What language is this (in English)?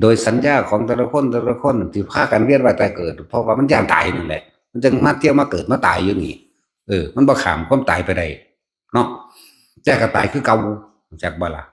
Northeastern Thai